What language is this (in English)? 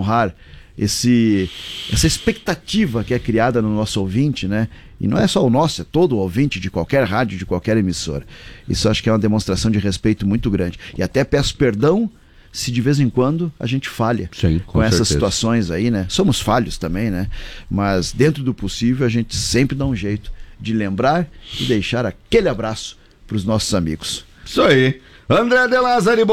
Portuguese